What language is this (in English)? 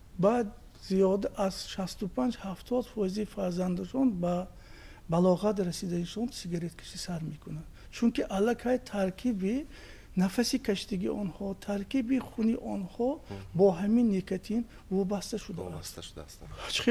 Tajik